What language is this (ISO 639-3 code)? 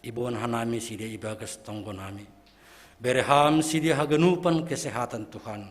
bts